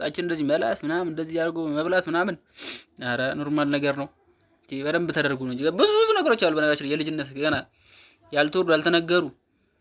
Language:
Amharic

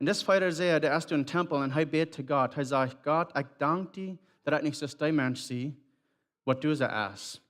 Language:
Plautdietsch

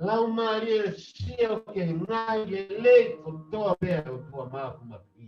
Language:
Tongan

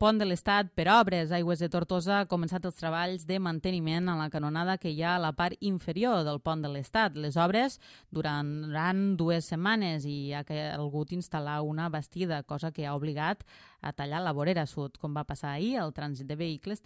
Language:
Catalan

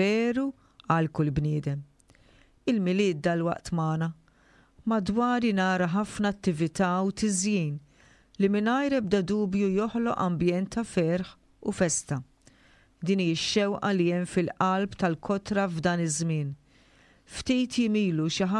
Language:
Maltese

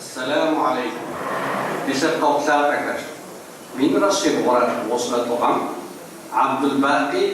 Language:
Kabardian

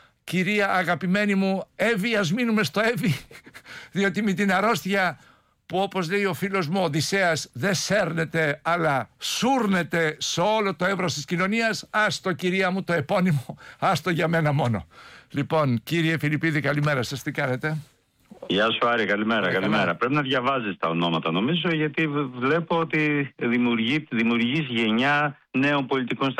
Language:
Greek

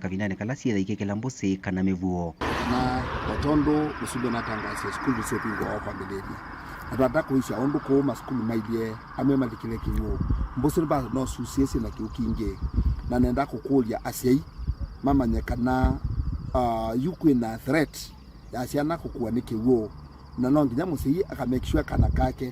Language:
Kamba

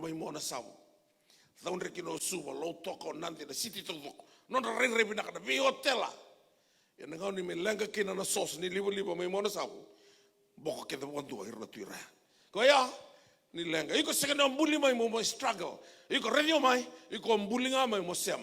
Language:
Fijian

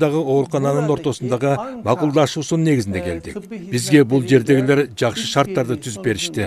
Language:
Kyrgyz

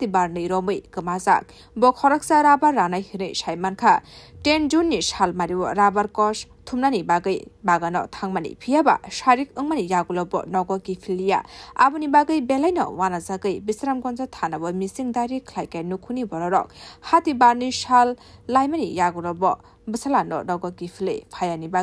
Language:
Kok Borok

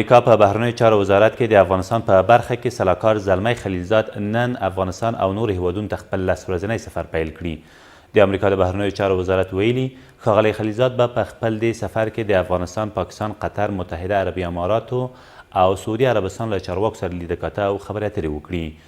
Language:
Pashto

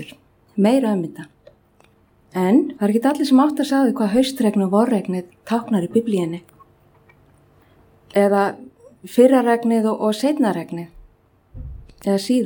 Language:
Icelandic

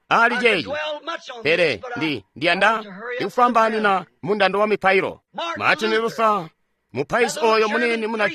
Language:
Tonga (Zambia)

